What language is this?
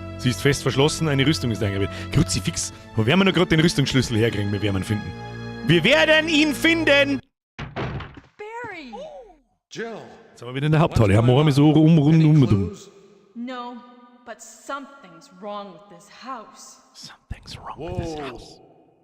Bavarian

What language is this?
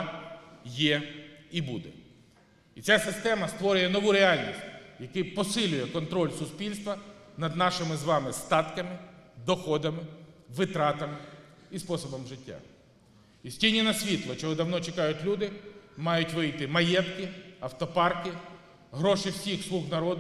Ukrainian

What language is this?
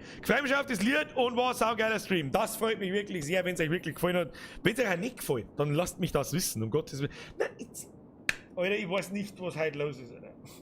Bavarian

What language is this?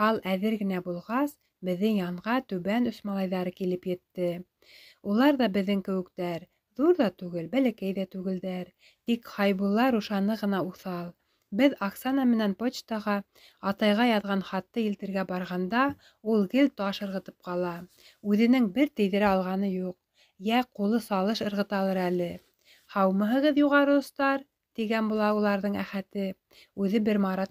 Bashkir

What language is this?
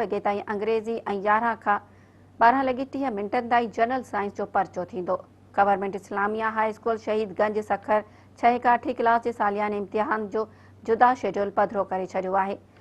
Sindhi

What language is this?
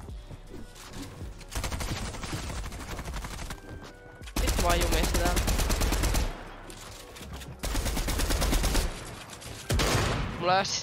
Finnish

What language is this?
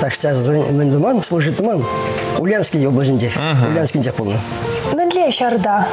Chuvash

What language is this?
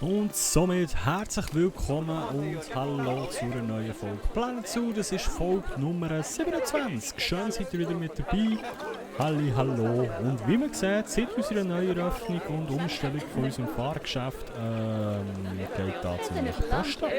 Swiss German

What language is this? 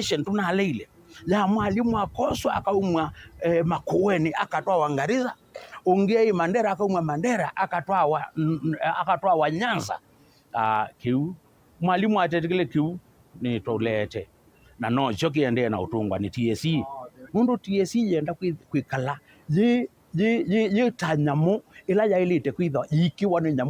Kamba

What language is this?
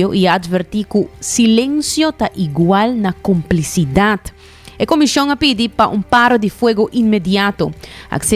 Papiamento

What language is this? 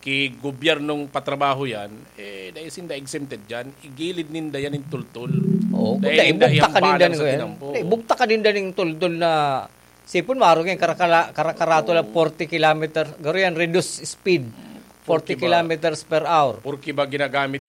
Bikol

